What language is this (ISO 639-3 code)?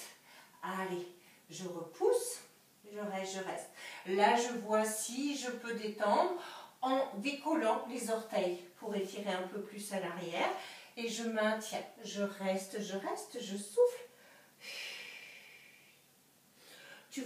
fra